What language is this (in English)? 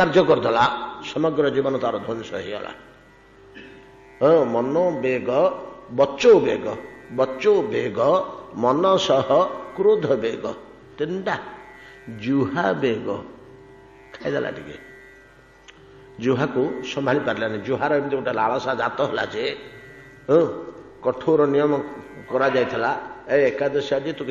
Odia